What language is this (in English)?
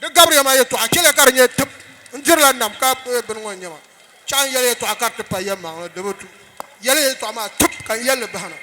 Dagbani